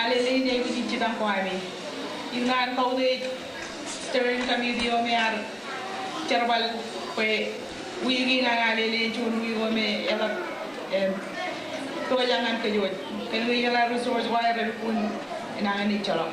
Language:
Marshallese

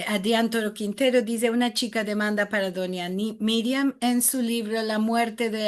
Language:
Ladino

